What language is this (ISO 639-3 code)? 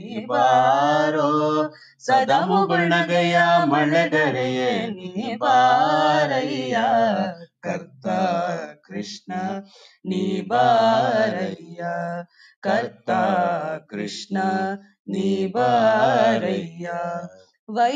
kan